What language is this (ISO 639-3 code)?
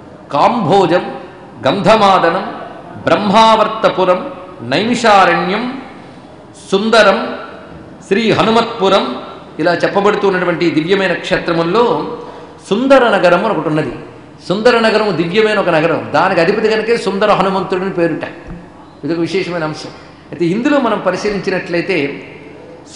tel